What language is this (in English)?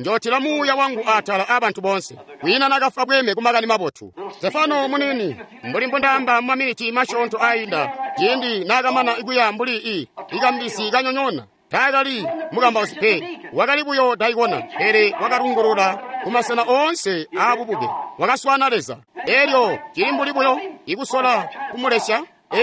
Tonga (Zambia)